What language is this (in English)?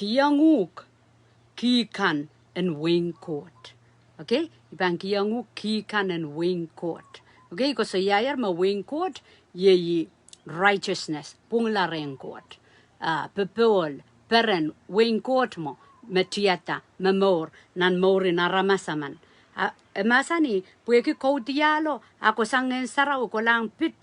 Pohnpeian